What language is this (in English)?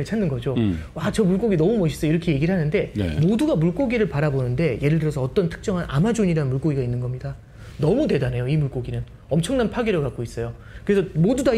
Korean